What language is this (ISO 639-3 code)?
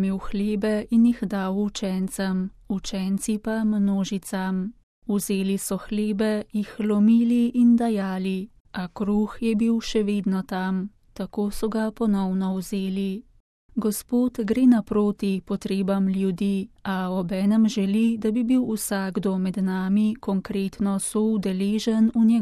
slv